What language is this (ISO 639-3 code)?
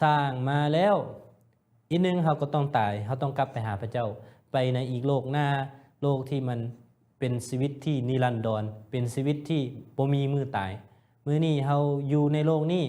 lao